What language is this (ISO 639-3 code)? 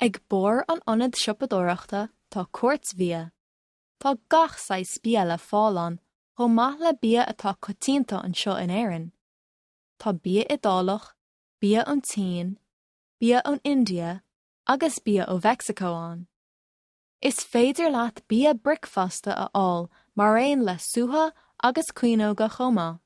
gle